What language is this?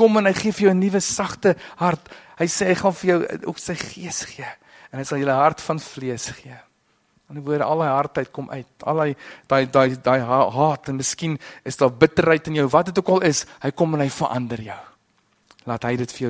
Afrikaans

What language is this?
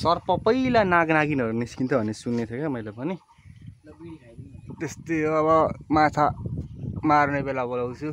Nepali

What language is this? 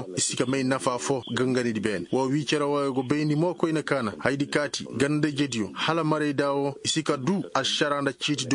Koyraboro Senni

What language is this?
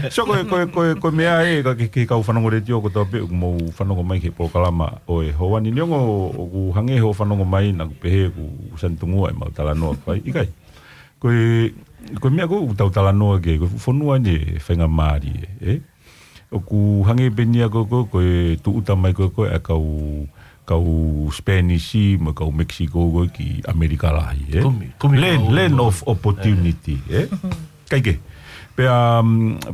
Tongan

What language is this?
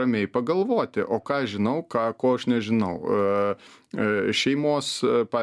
Lithuanian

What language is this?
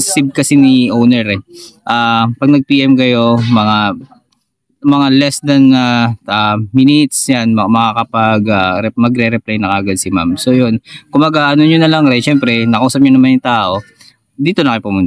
Filipino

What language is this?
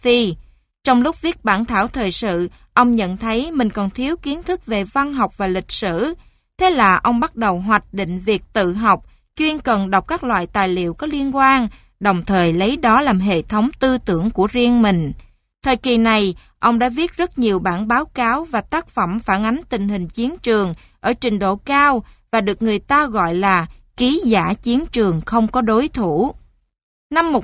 Vietnamese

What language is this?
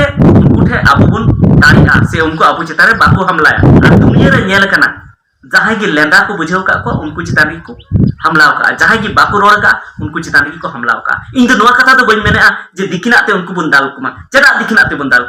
Santali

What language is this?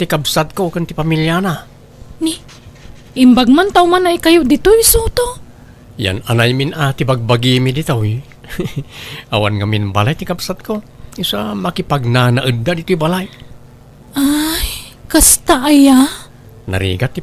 Iloko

